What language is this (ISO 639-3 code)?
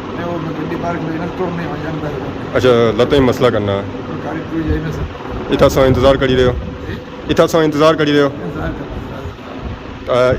phr